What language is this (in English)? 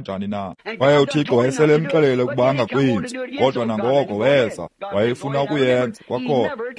Xhosa